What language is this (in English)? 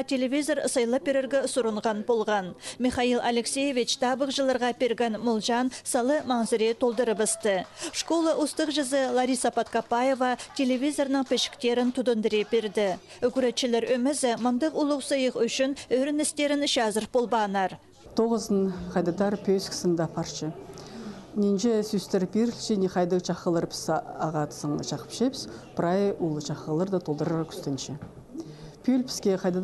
Khakas